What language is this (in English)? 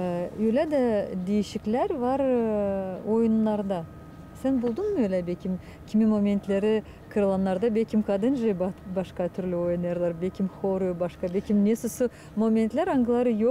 Gagauz